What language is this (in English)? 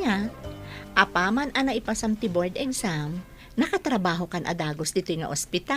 Iloko